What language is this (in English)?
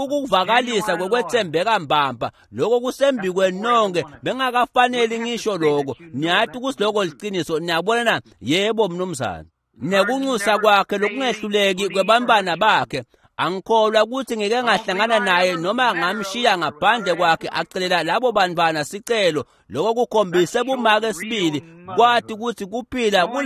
Swati